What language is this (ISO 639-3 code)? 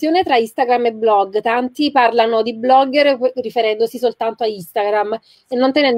ita